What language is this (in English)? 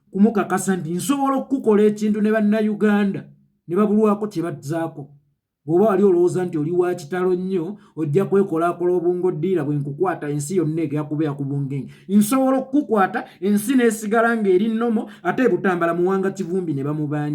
Ganda